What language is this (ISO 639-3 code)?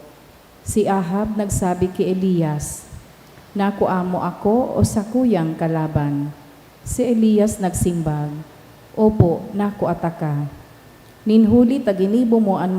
bik